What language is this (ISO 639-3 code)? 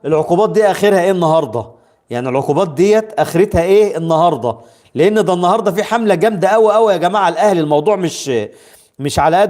arz